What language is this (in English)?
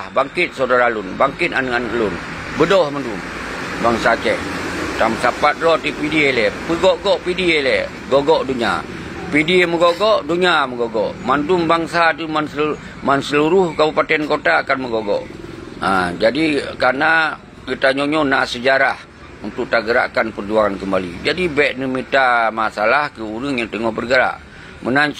Achinese